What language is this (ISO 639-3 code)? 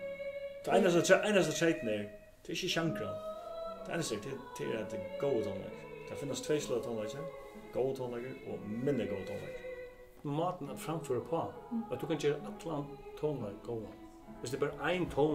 fao